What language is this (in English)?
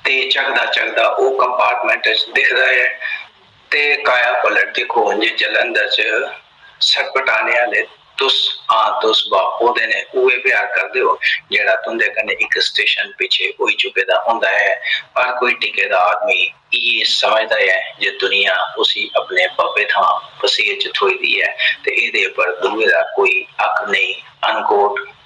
Dogri